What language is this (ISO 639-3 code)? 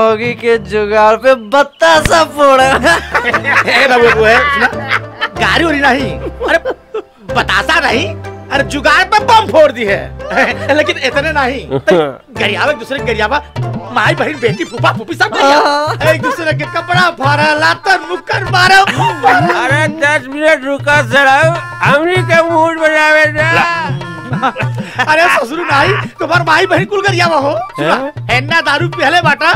bho